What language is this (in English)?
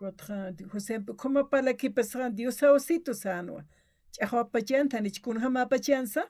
Aymara